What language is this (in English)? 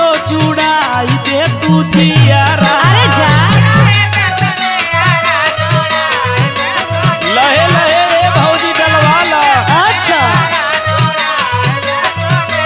Bhojpuri